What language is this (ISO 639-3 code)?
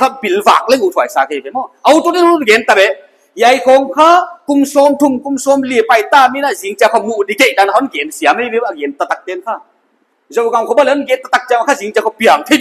pck